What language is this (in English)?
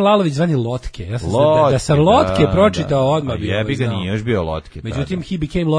Serbian